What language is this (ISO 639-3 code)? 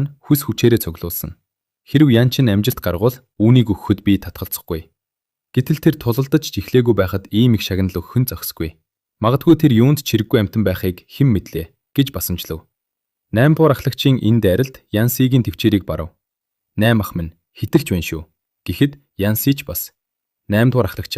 mon